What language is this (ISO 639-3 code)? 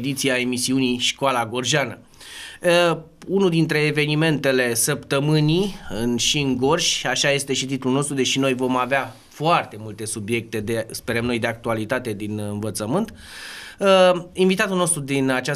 ron